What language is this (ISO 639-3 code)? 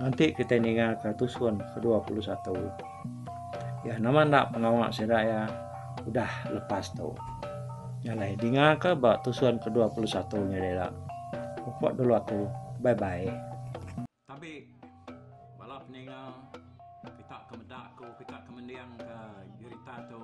iba